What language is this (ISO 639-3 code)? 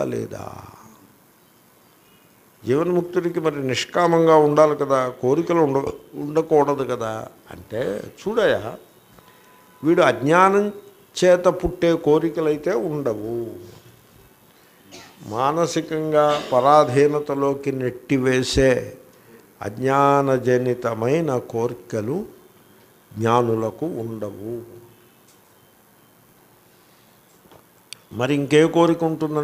tel